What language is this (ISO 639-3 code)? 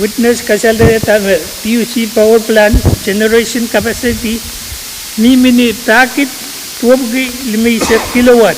pon